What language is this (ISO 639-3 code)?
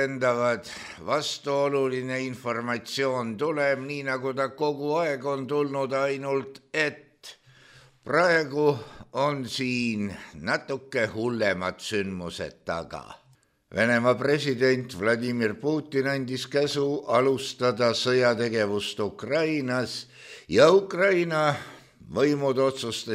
est